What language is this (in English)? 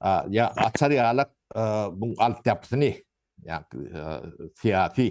Turkmen